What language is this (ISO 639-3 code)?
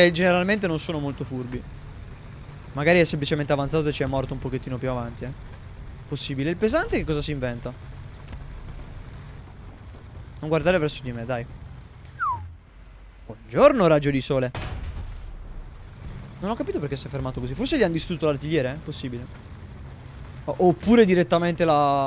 ita